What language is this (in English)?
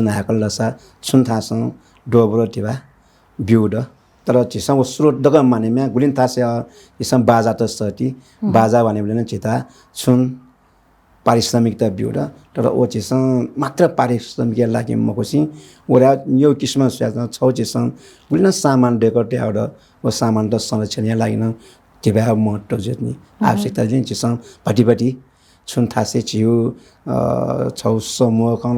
Newari